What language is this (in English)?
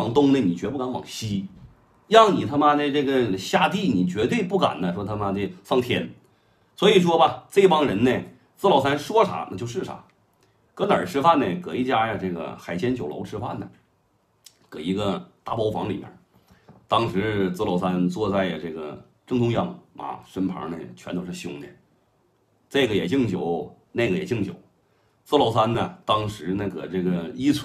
Chinese